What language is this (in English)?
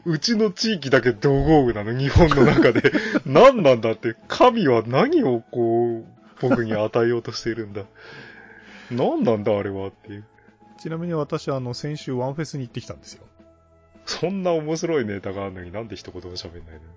Japanese